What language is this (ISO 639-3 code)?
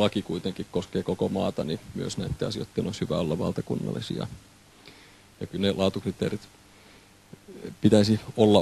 fin